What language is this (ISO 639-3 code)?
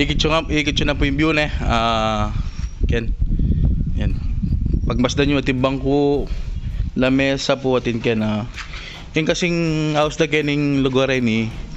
pam